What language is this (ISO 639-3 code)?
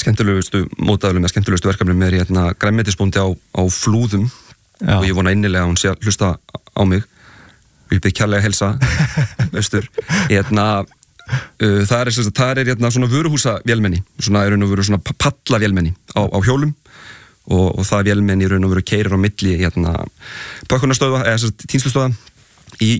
isl